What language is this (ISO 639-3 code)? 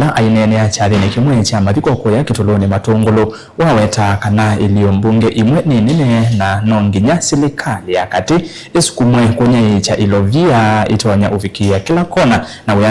kam